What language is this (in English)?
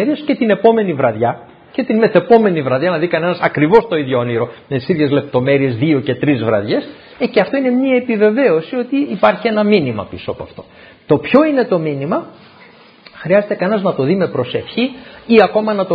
Greek